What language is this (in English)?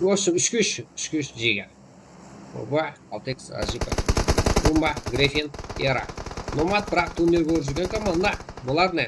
Kara-Kalpak